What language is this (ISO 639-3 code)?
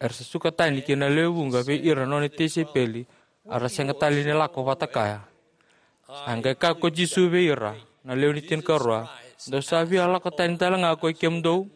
fij